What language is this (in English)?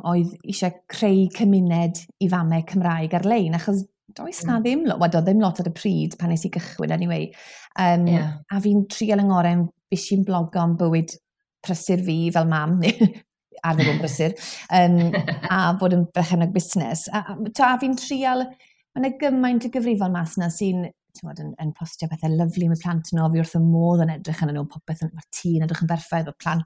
Welsh